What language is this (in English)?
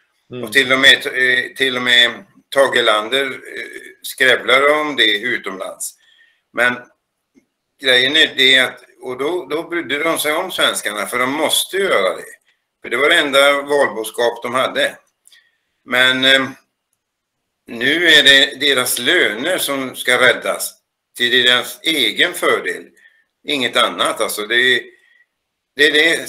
Swedish